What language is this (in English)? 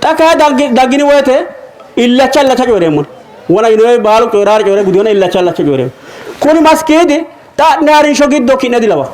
Sidamo